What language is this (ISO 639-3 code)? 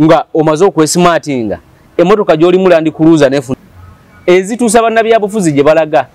lug